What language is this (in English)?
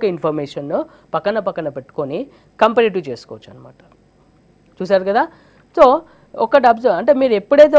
Telugu